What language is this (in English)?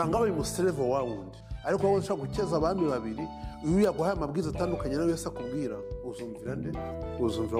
Kinyarwanda